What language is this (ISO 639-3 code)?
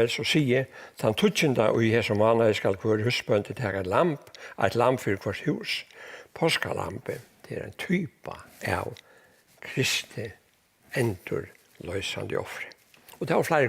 fao